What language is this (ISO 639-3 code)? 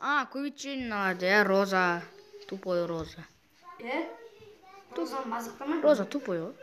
kaz